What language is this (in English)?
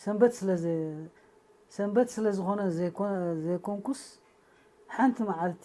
Tigrinya